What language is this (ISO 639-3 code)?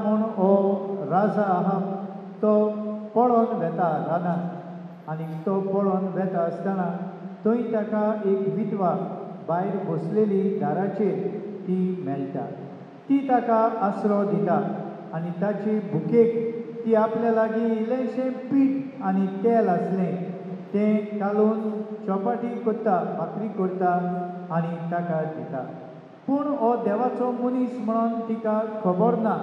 kok